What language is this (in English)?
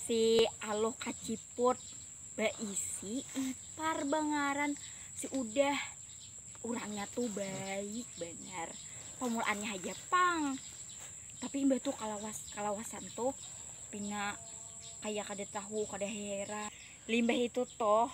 Banjar